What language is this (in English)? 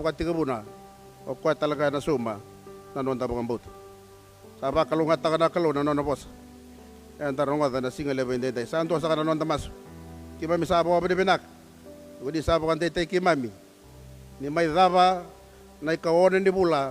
Fijian